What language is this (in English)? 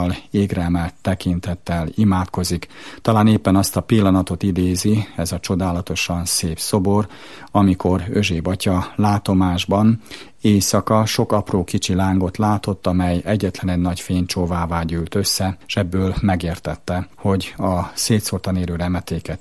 Hungarian